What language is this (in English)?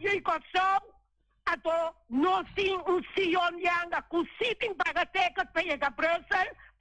Papiamento